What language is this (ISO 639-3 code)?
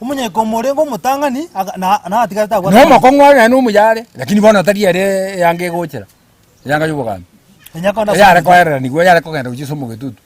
guz